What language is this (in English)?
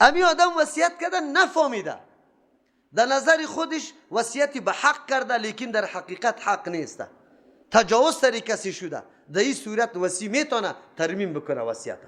Persian